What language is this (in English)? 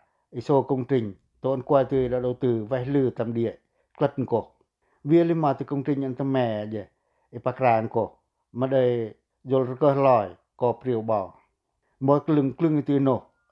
Pacoh